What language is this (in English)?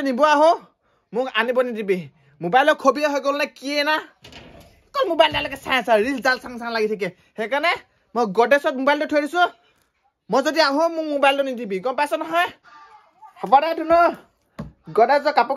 Assamese